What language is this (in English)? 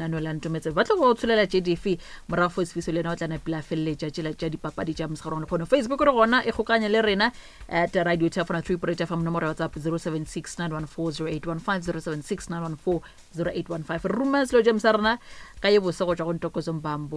Northern Sotho